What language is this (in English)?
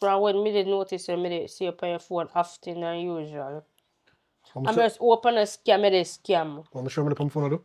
Jamaican Creole English